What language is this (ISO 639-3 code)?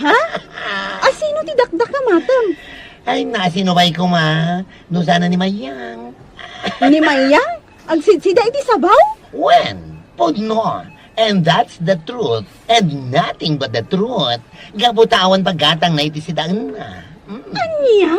ilo